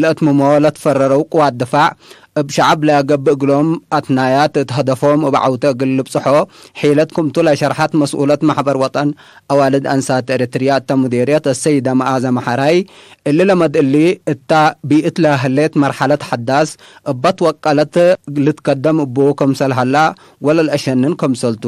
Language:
Tigre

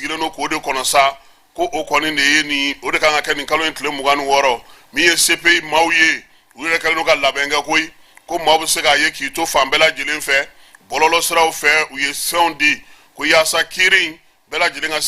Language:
Bambara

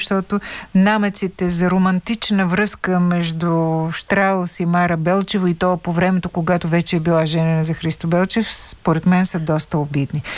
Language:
Bulgarian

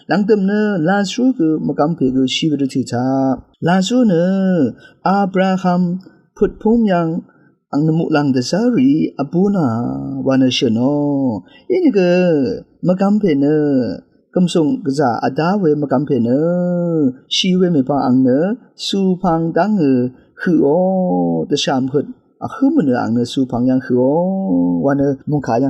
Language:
Rawang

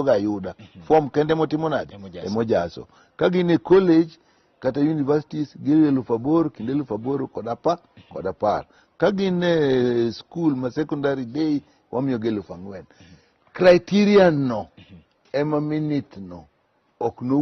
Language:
Luo (Kenya and Tanzania)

